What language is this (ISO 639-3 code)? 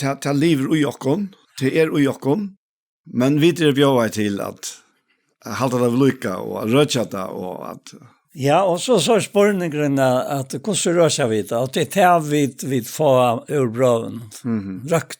fao